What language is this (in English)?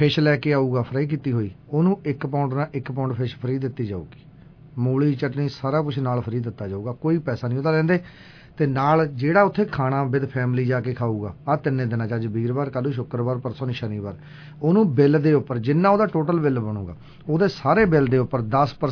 Punjabi